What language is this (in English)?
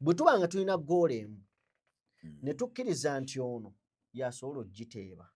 Ganda